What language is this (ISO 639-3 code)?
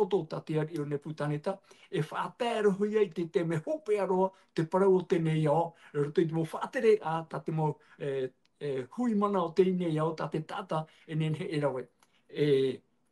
tah